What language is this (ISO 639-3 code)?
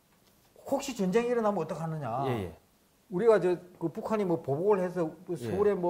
kor